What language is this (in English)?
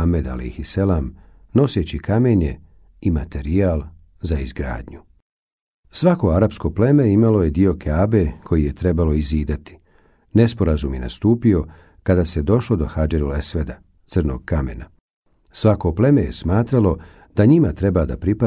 Bosnian